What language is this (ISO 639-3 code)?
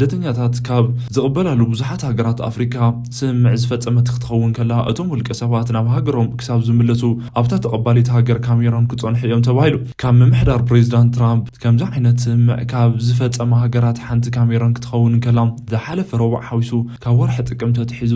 tir